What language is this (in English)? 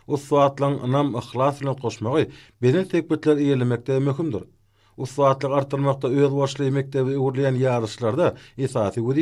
Turkmen